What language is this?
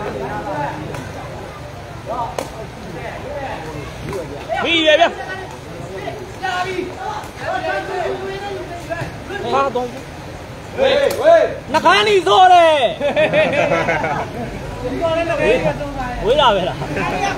Burmese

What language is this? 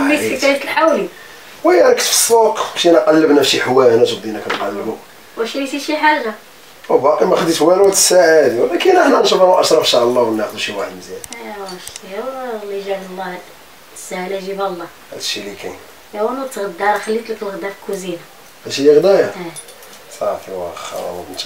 Moroccan Arabic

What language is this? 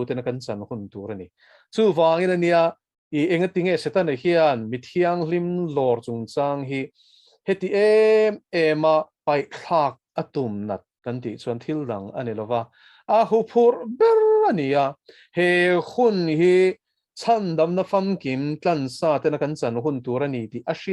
Mizo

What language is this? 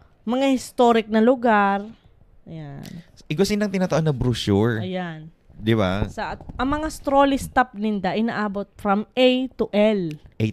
Bikol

